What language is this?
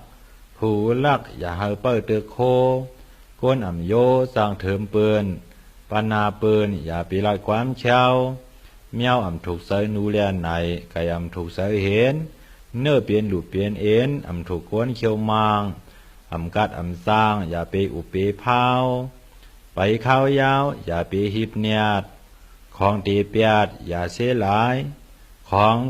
Shan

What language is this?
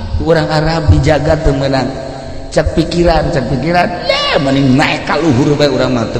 Sundanese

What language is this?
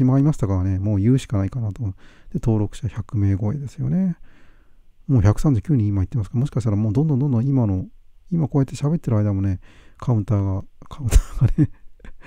Japanese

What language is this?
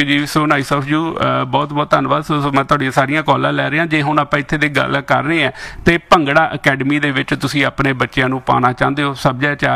Punjabi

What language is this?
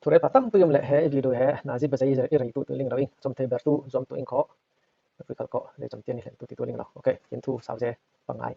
Falam Chin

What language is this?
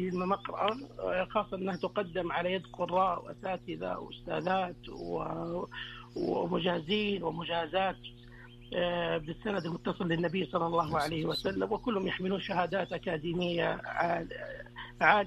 Arabic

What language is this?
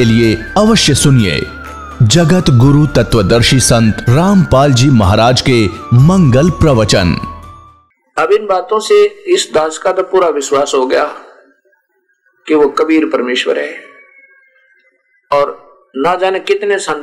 Hindi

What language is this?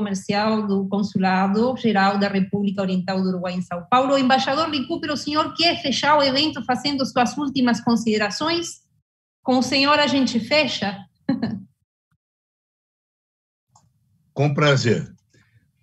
Portuguese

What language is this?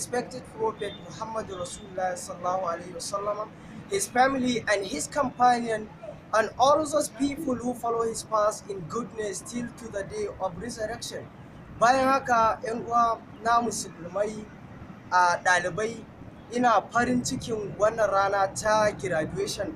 Hausa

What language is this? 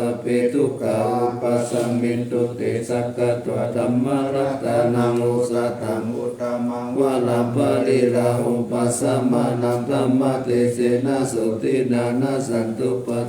Pali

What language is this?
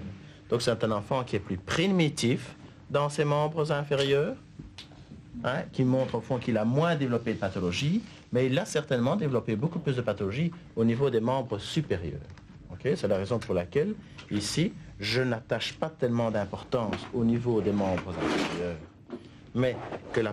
French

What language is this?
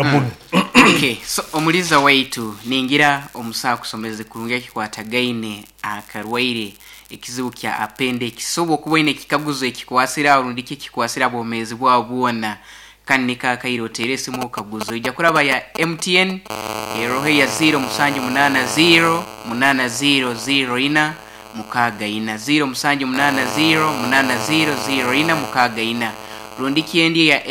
Nyoro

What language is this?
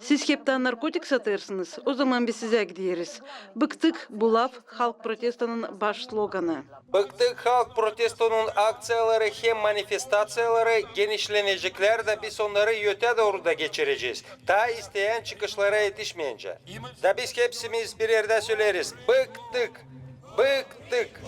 Gagauz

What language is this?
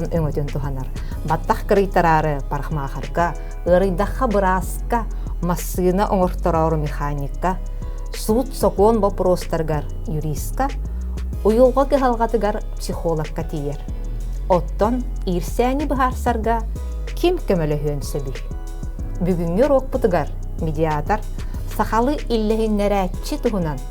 Yakut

